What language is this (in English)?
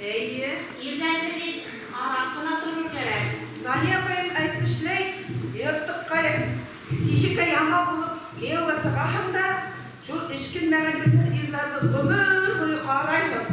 Bashkir